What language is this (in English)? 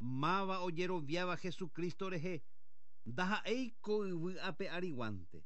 Guarani